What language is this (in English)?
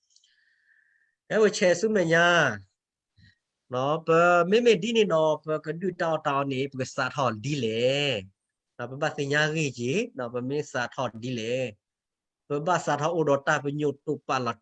S'gaw Karen